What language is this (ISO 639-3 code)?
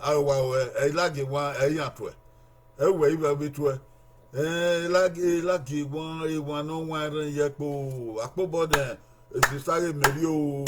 bin